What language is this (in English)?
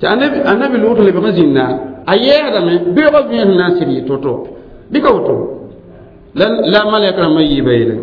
Mossi